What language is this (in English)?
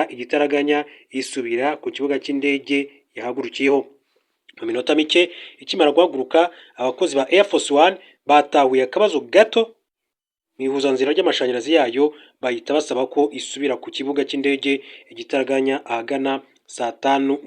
Kinyarwanda